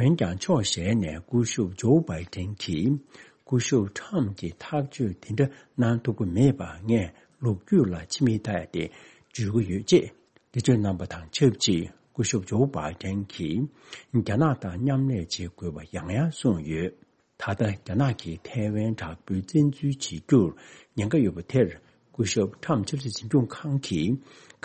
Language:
Tibetan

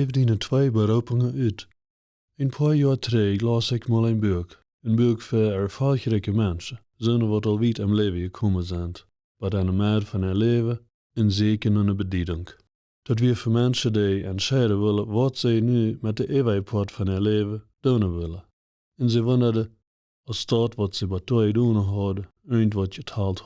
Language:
Plautdietsch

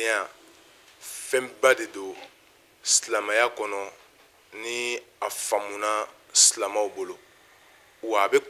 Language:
Bambara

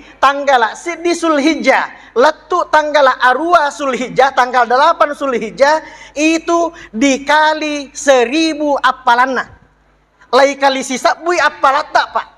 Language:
Buginese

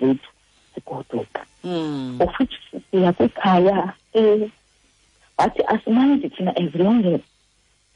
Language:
Xhosa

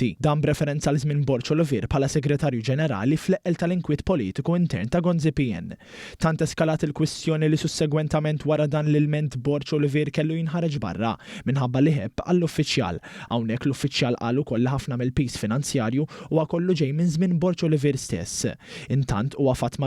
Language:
Maltese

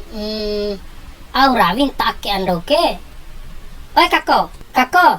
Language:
Bima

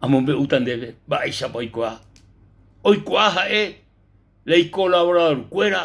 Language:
Guarani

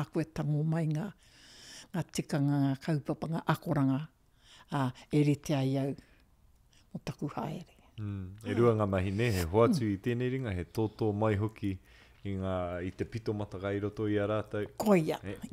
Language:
Māori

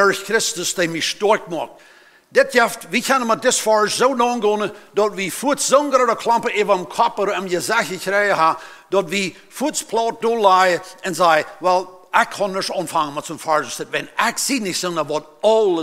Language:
Plautdietsch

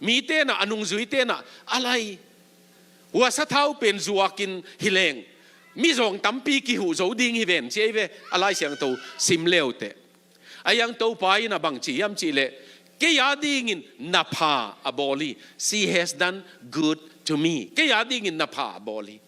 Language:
Tedim Chin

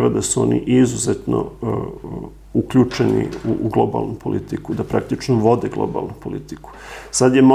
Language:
Serbian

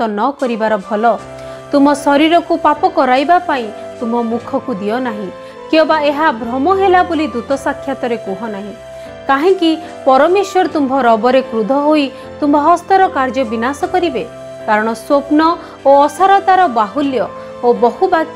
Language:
Odia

